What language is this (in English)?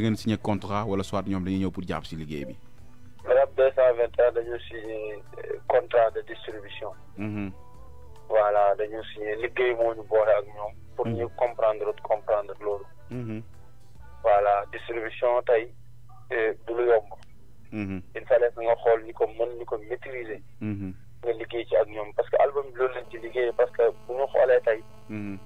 Wolof